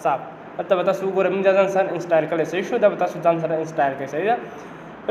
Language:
Pashto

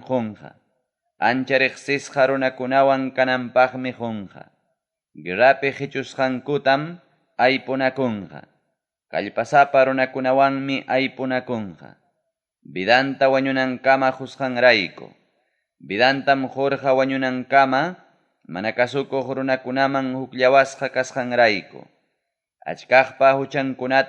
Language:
Ayacucho Quechua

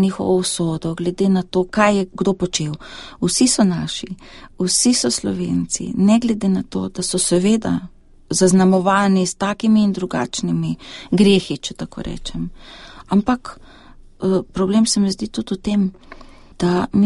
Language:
Slovenian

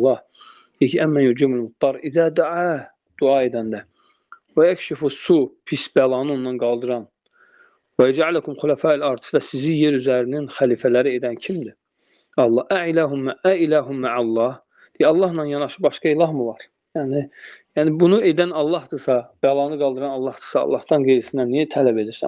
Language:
Azerbaijani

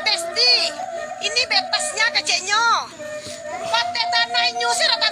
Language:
Minangkabau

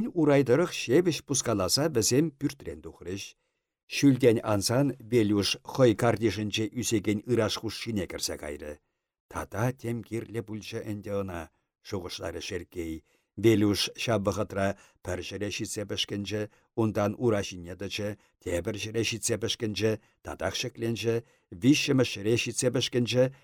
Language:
Chuvash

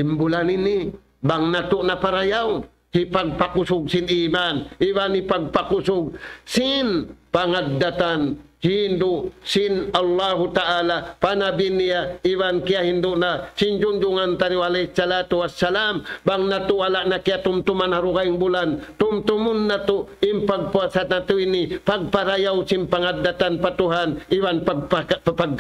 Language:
Tausug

